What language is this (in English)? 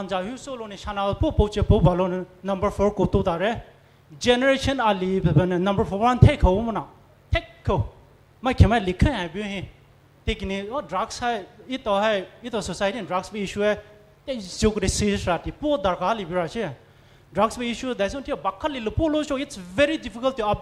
Poumei Naga